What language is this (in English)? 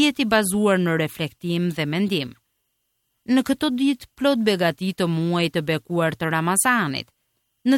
Albanian